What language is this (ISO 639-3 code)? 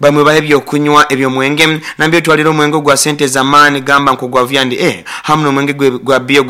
nyo